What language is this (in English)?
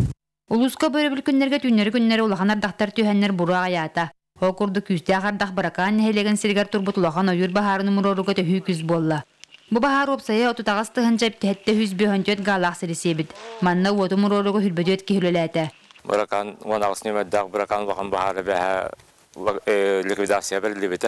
Yakut